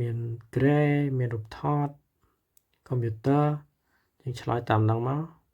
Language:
Khmer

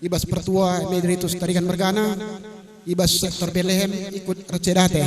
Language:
Batak Karo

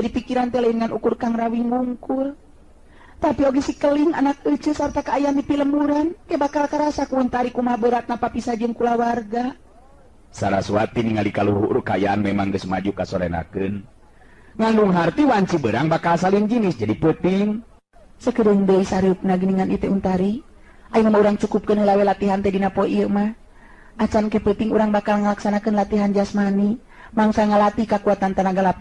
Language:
Sundanese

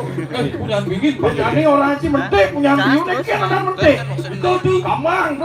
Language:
Balinese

